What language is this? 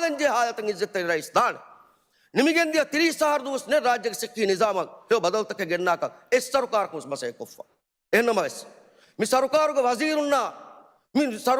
Divehi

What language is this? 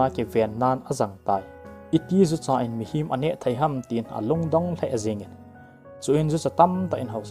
Thado Chin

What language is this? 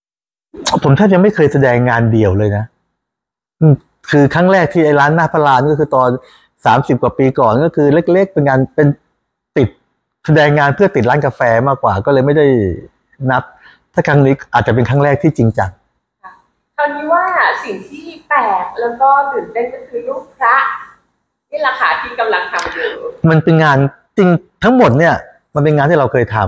Thai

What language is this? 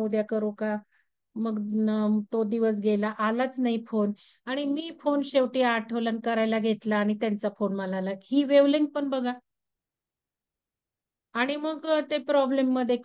Marathi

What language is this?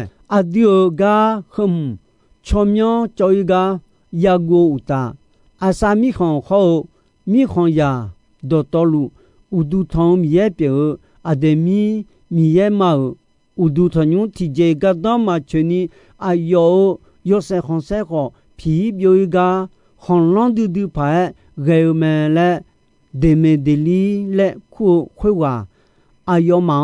Akha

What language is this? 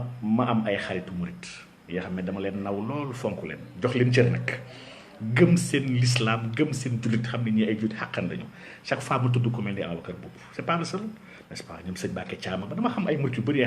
Wolof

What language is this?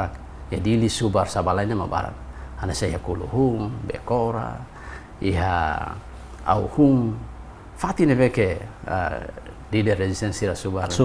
Tetum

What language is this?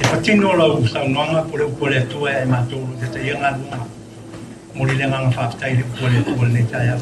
Samoan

